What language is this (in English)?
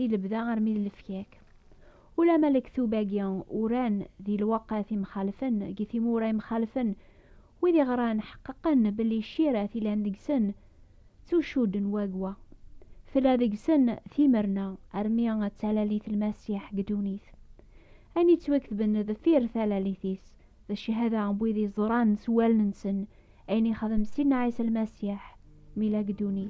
Kabyle